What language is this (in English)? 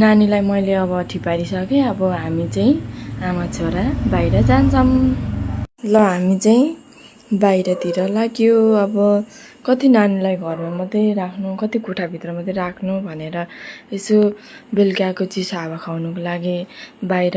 Nepali